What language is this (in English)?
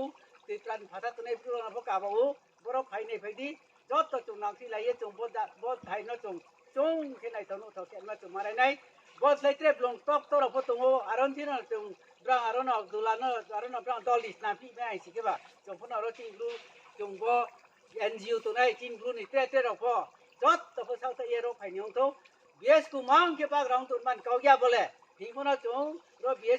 Riang (India)